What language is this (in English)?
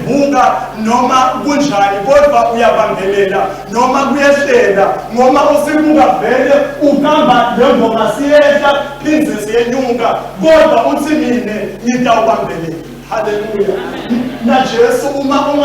Swati